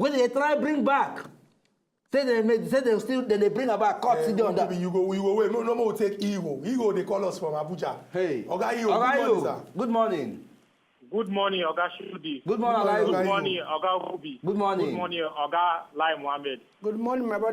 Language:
Nigerian Pidgin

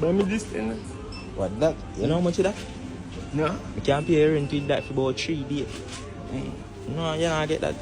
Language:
Jamaican Creole English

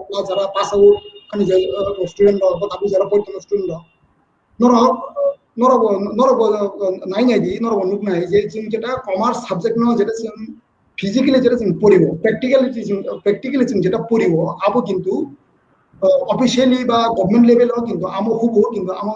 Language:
Kok Borok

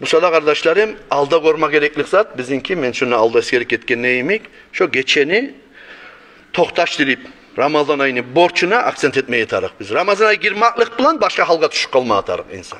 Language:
Kumyk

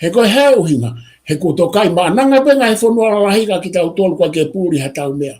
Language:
Tongan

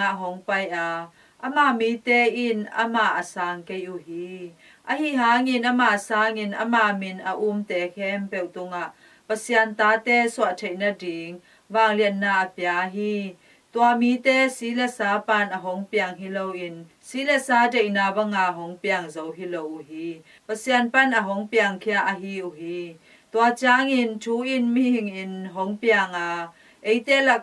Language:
Tedim Chin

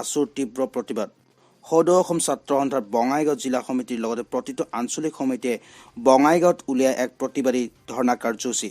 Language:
Assamese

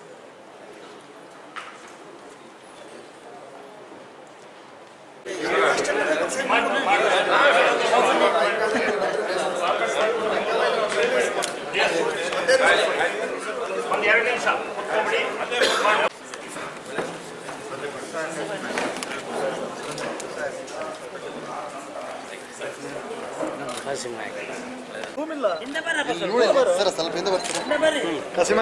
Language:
Kannada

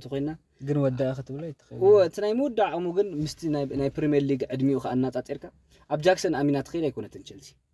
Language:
Tigrinya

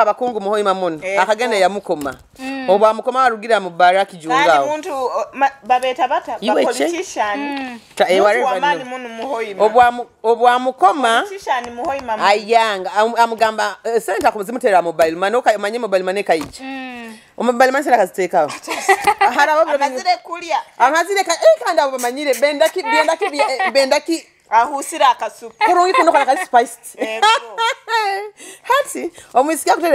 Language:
Nyoro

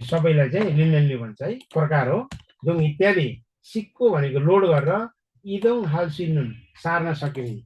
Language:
Nepali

